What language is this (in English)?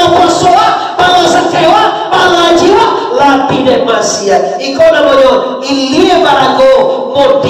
Minangkabau